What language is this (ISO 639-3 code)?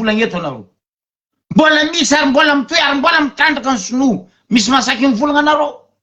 mlg